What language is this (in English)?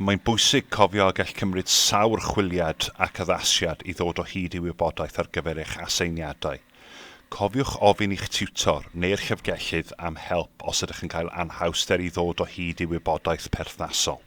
Welsh